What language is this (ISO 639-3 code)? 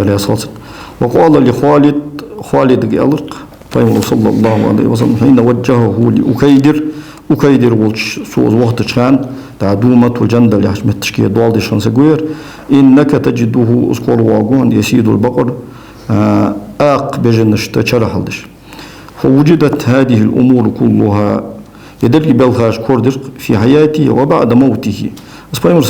inh